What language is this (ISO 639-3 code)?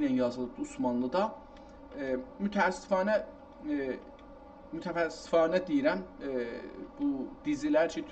azb